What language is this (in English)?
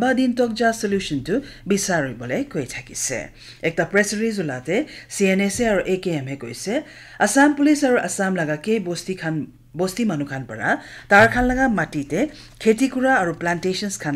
Naga Pidgin